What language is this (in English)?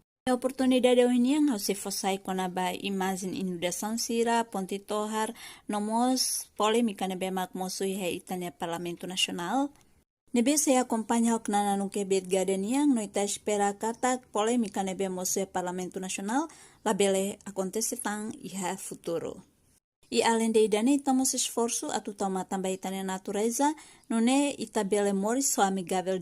Tetum